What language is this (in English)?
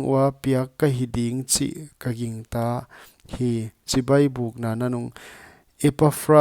Paite Chin